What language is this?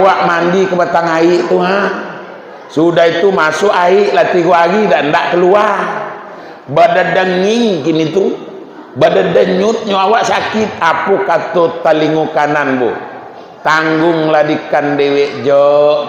Minangkabau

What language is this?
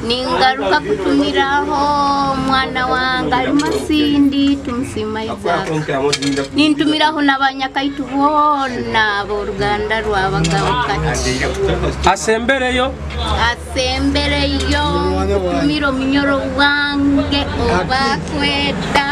Nyoro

